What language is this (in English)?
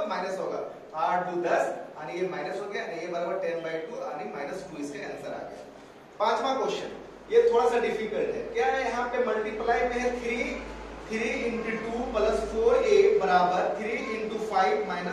Hindi